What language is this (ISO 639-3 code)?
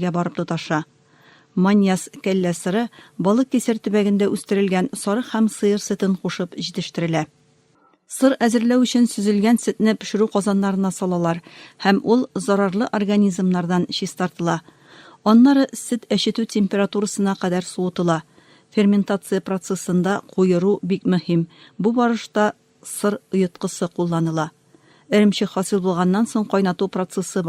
tat